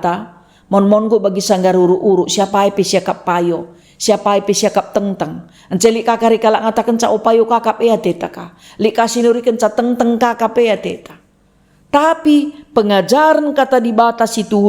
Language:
Batak Karo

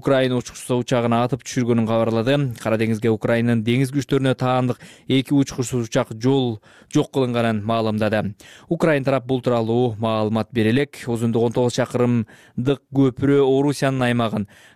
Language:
Kyrgyz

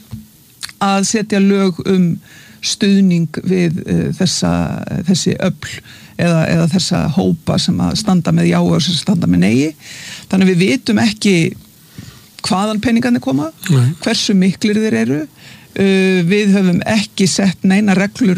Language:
Icelandic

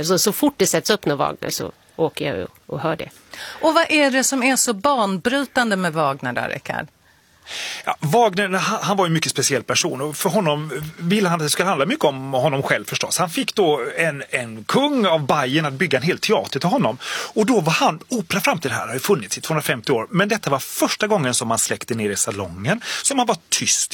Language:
Swedish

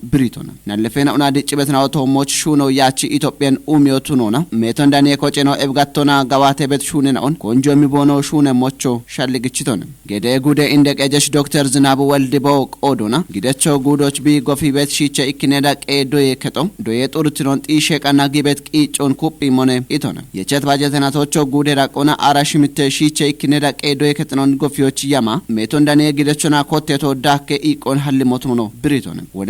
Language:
Kafa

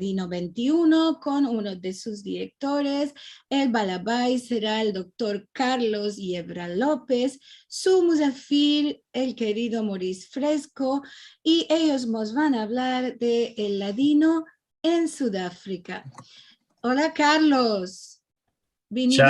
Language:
Ladino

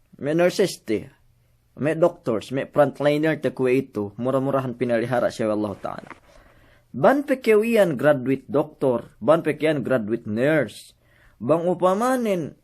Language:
Yakan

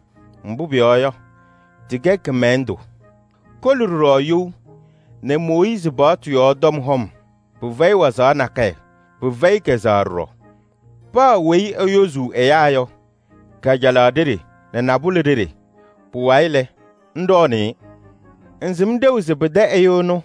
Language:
Kabiyè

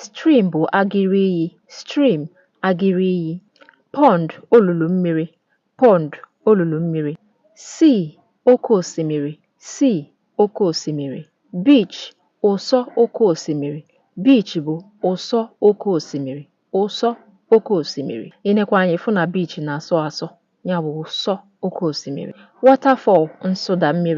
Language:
Igbo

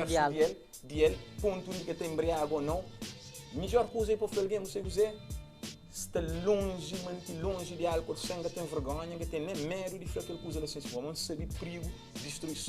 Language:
Kabuverdianu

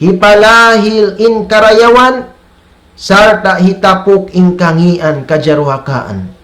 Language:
Tausug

